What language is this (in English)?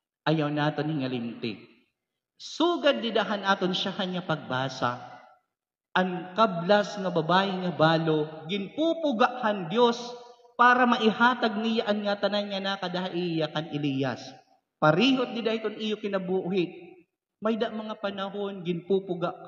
Waray